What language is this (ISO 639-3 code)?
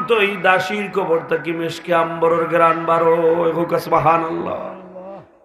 syl